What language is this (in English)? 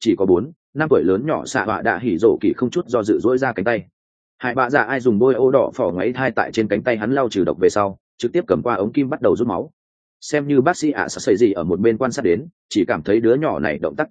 Vietnamese